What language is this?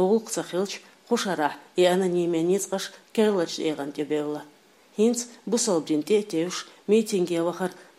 Chechen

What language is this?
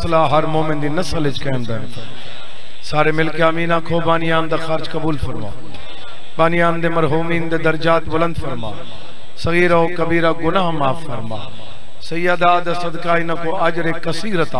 Saraiki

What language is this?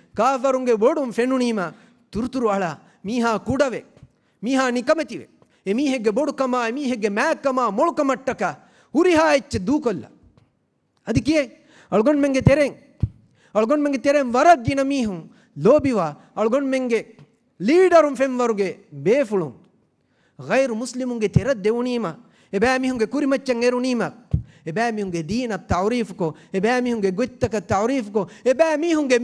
Divehi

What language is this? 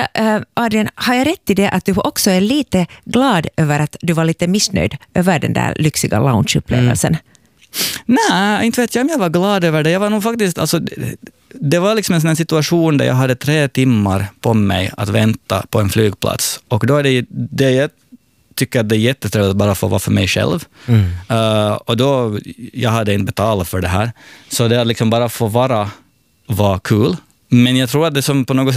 Swedish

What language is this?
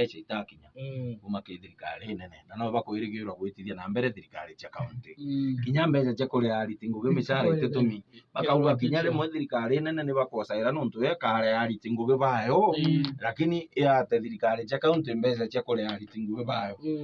Meru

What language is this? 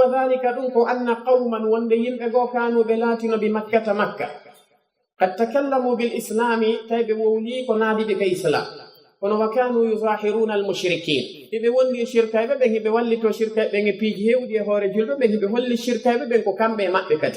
Fula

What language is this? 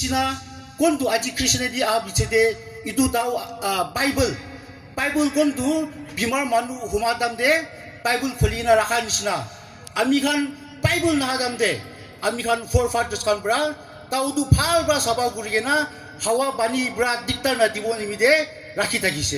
Yimchungru Naga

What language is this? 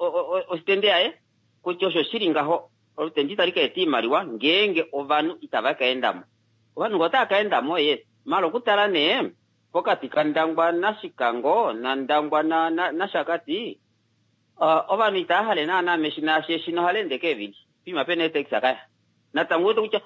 Kuanyama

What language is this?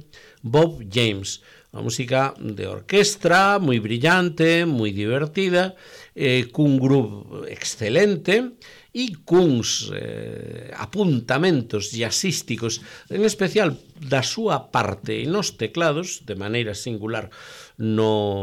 Galician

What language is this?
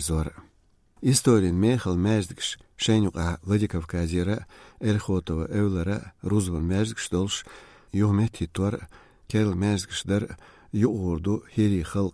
Chechen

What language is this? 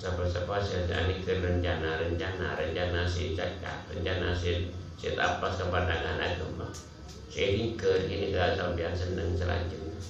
Madurese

